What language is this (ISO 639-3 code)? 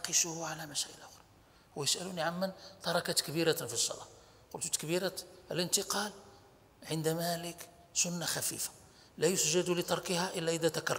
ara